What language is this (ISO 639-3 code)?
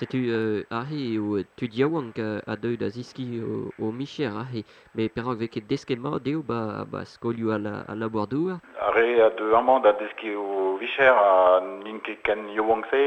bre